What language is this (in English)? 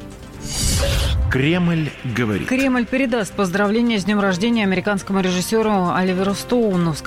Russian